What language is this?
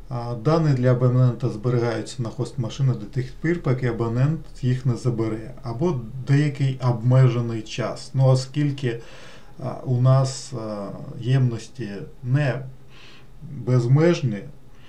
Ukrainian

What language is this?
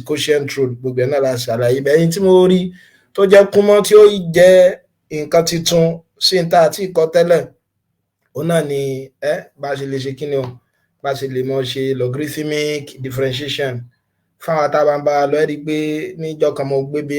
Yoruba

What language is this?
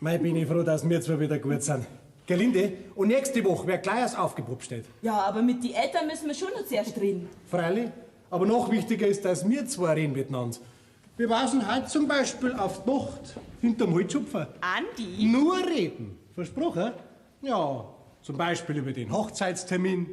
Bavarian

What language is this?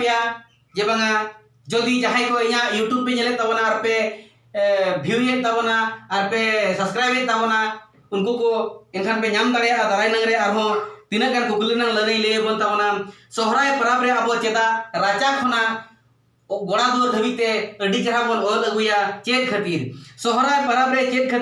Santali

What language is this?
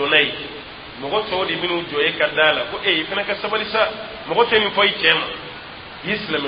Dyula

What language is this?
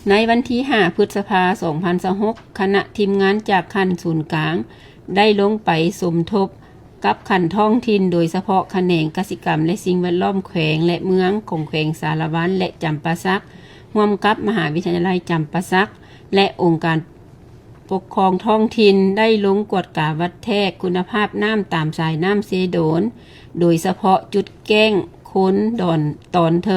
Lao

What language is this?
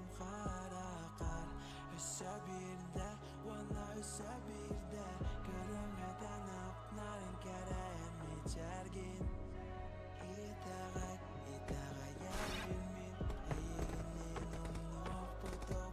Yakut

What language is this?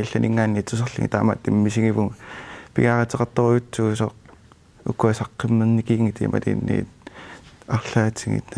Kalaallisut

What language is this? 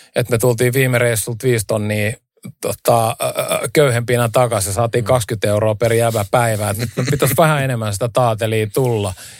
Finnish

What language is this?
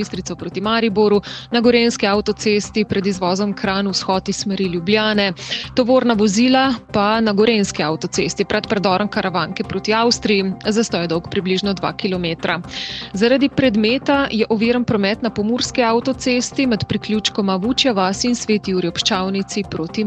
Slovenian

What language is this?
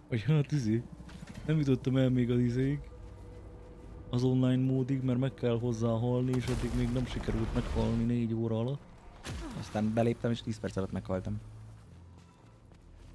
Hungarian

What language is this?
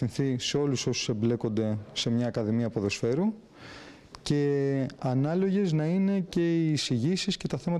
Greek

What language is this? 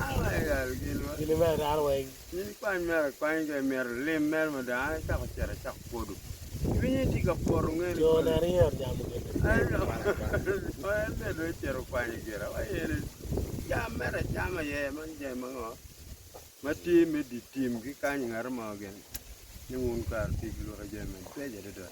Acoli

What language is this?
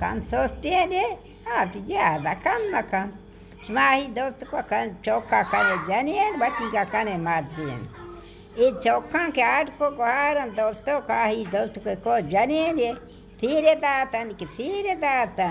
Baluchi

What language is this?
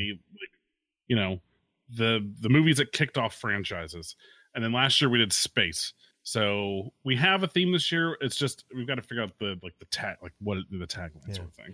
English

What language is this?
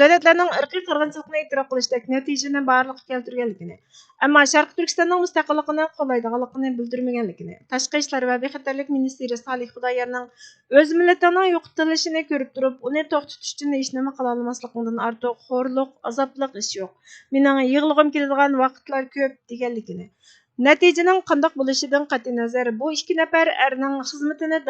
Uyghur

